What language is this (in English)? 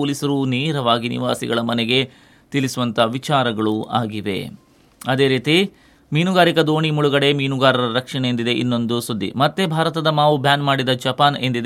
Kannada